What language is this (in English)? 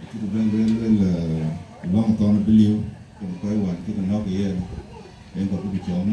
Dinka